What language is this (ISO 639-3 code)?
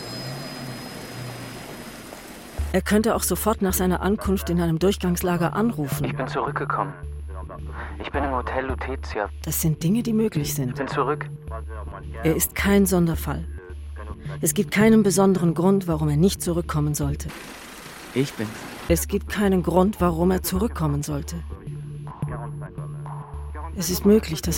deu